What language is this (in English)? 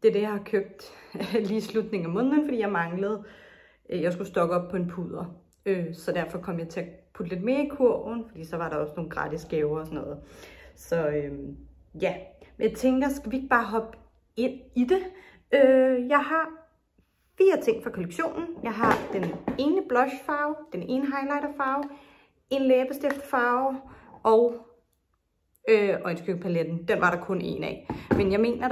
Danish